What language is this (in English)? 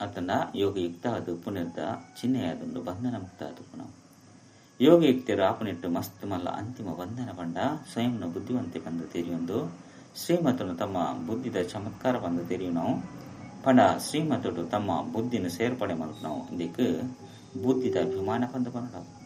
Tulu